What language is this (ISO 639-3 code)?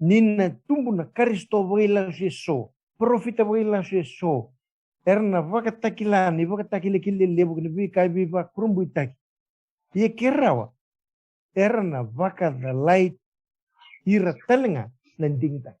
fij